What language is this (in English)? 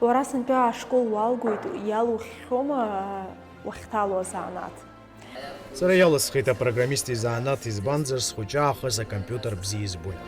Abkhazian